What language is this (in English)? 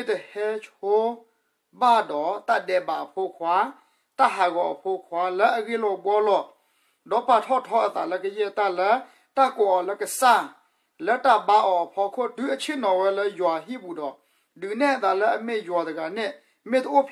S'gaw Karen